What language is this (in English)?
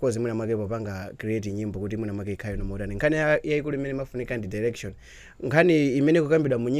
Nyanja